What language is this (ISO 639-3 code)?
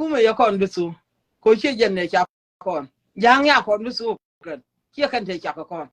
nus